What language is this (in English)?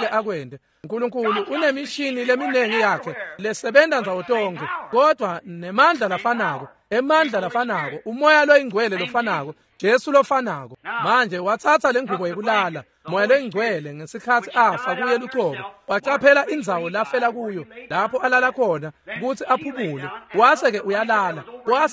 Swati